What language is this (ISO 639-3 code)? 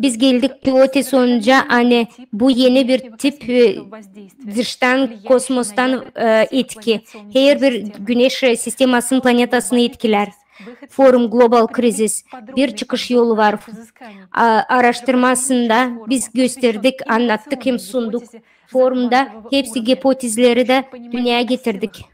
gag